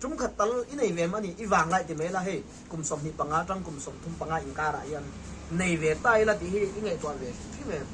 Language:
Mizo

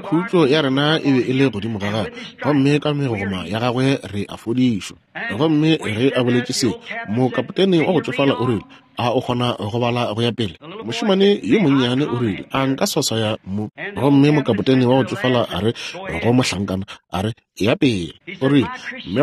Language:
Northern Sotho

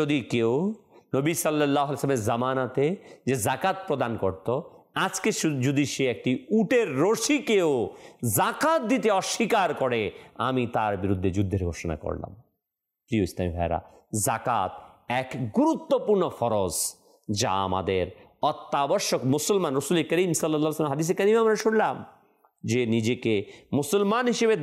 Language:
Bangla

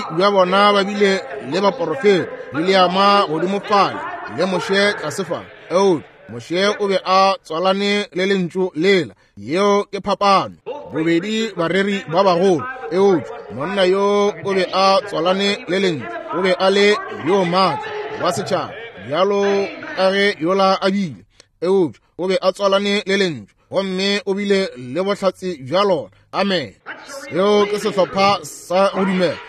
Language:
Northern Sotho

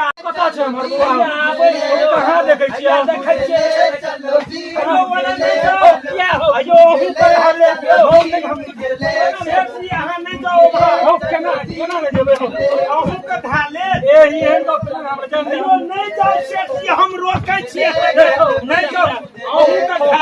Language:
Maithili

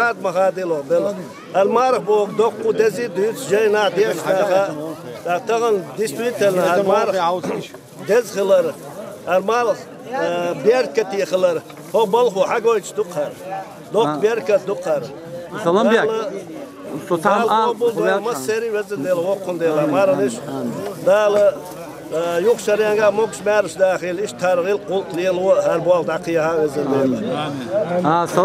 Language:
Chechen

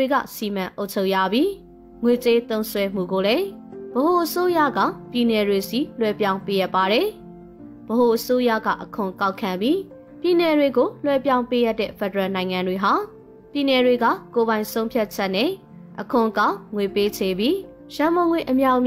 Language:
Burmese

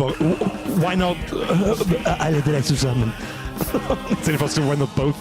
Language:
Bavarian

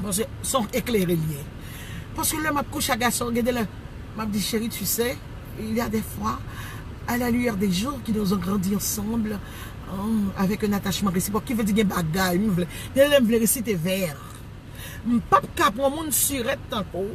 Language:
Haitian Creole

